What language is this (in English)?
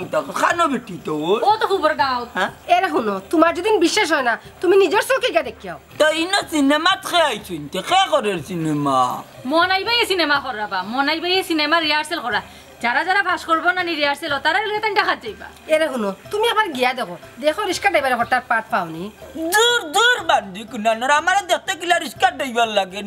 Sylheti